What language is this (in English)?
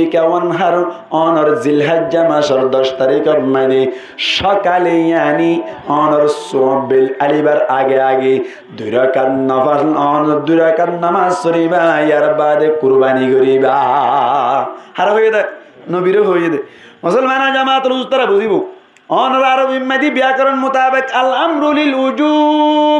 Rohingya